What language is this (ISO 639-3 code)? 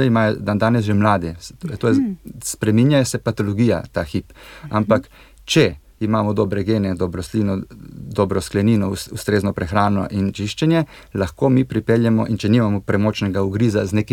slv